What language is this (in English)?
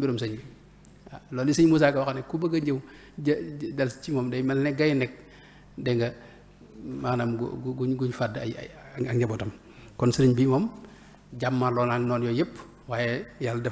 Wolof